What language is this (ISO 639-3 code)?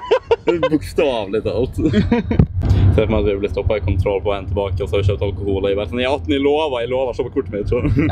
nor